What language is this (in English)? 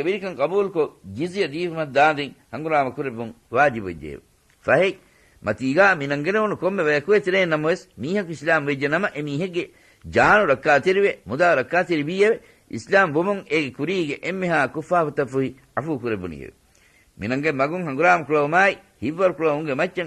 Divehi